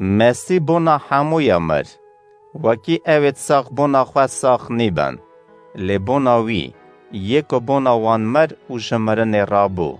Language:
Kurdish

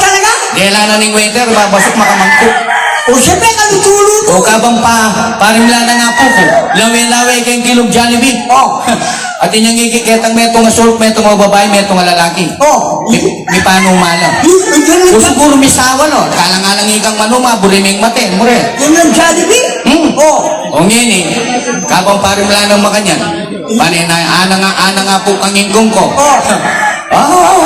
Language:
Pampanga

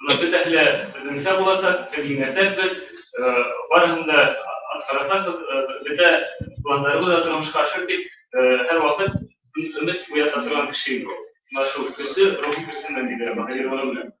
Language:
Bashkir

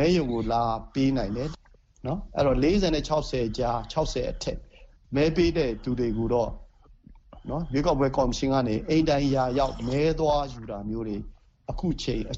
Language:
Burmese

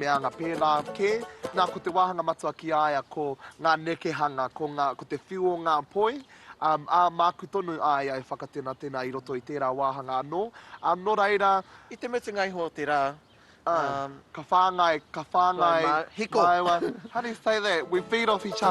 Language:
Māori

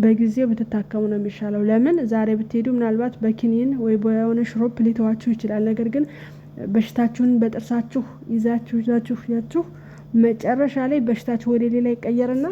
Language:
Amharic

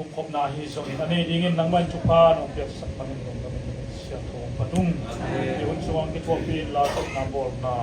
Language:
Tedim Chin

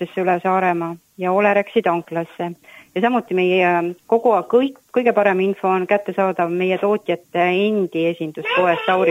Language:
Estonian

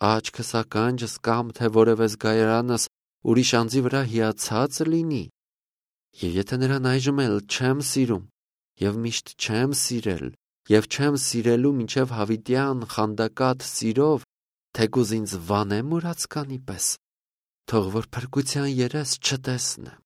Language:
Armenian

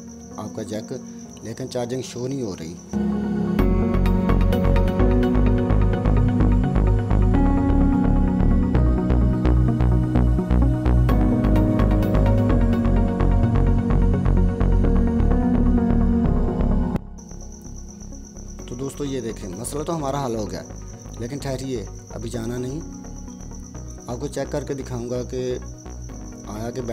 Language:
Hindi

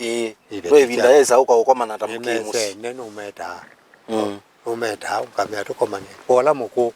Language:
Kamba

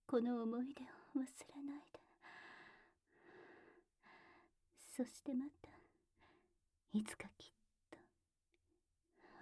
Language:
Japanese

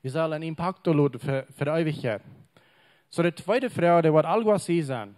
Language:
Plautdietsch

